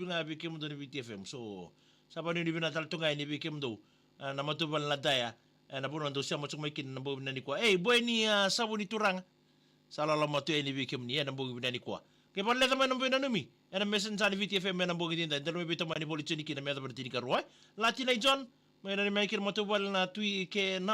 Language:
Fijian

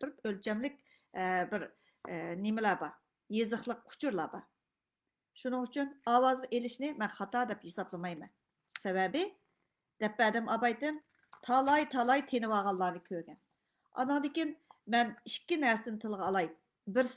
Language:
Uyghur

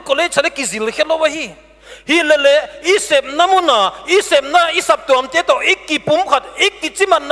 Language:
Paite Chin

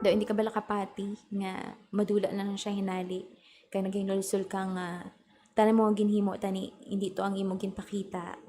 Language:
Hiligaynon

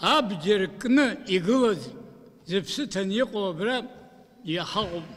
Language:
Abkhazian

